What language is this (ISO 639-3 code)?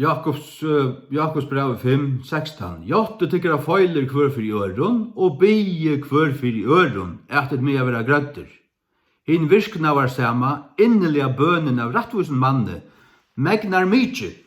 fao